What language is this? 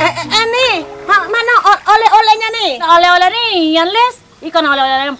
Musi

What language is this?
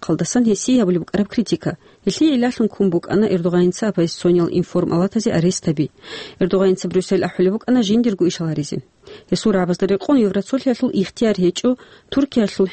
Avaric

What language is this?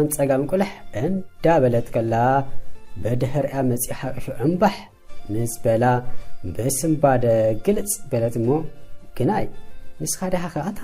Tigrinya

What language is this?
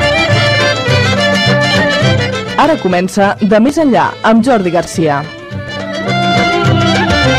Catalan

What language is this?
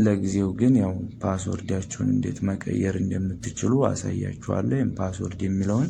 Amharic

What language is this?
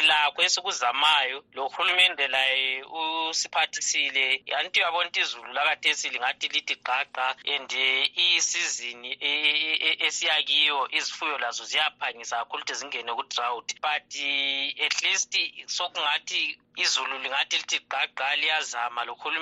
North Ndebele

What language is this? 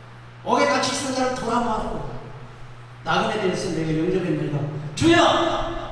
Korean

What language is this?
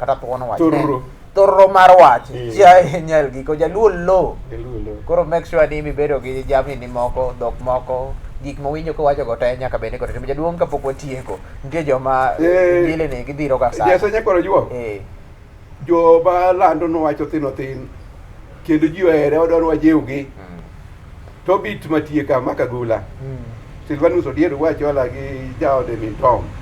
Luo (Kenya and Tanzania)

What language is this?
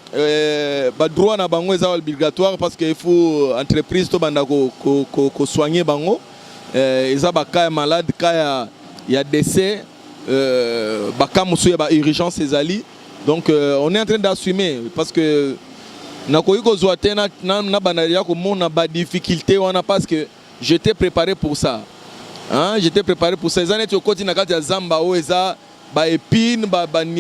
Lingala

